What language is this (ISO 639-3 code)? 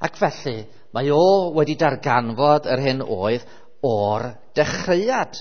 cym